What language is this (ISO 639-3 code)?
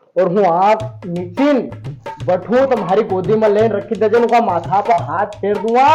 raj